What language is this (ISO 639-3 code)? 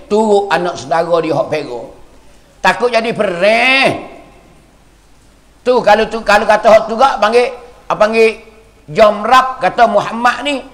mfa